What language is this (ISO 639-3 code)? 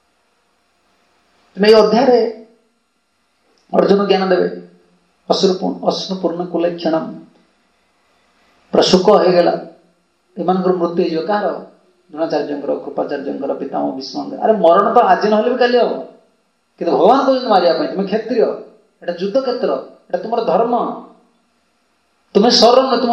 ori